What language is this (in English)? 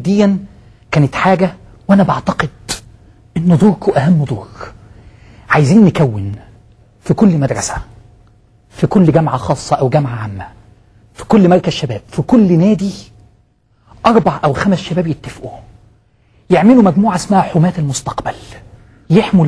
Egyptian Arabic